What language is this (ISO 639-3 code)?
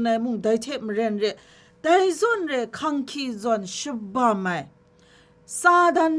kac